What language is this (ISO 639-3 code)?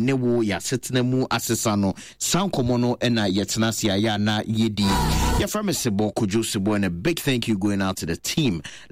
aka